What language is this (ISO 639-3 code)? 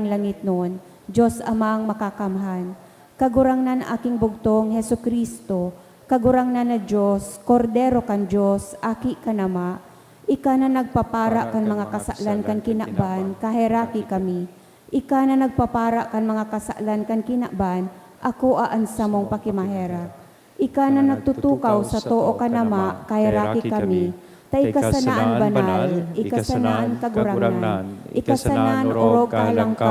bik